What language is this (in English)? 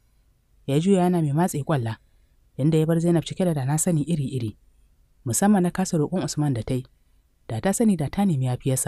Hausa